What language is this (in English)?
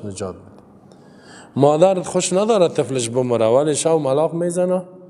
Persian